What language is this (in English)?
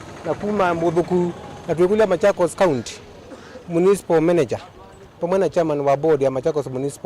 Kamba